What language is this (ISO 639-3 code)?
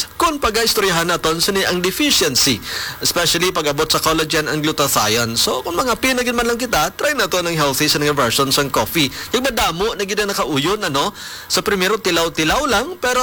hil